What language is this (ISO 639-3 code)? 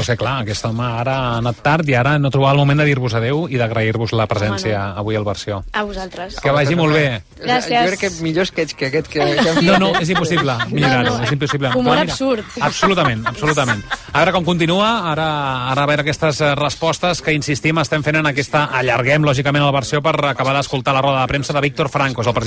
cat